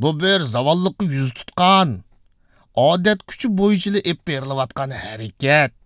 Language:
Uyghur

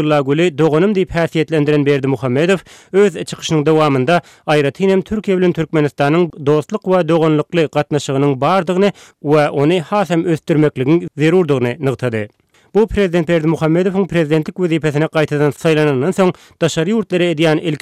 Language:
Turkmen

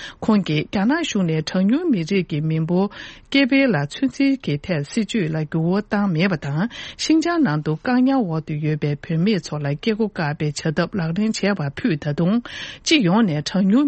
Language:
Tibetan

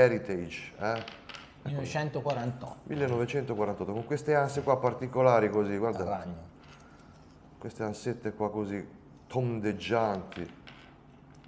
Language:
Italian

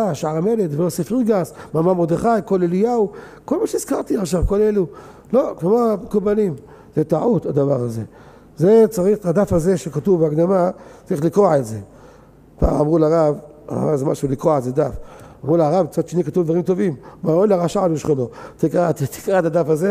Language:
Hebrew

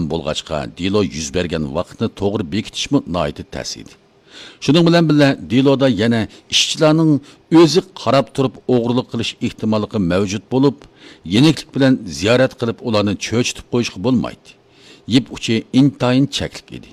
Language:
Uyghur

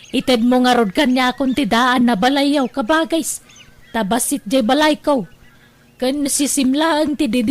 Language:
Iloko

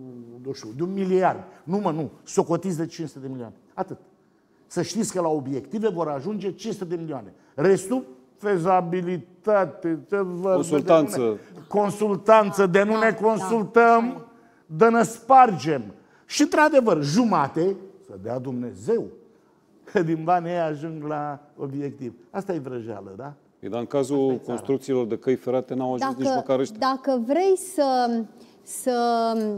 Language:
Romanian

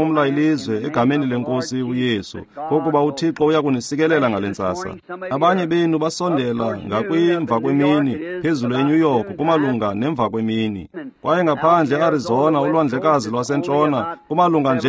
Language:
Xhosa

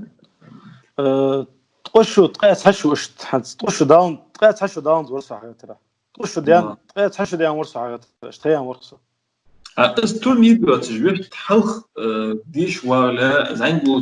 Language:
Ingush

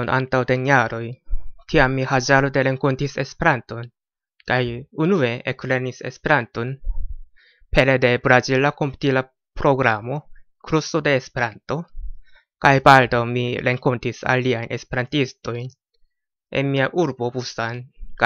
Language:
Esperanto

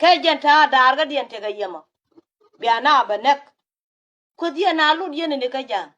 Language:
Nuer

